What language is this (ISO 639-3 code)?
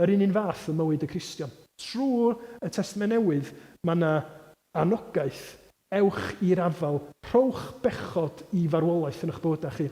cym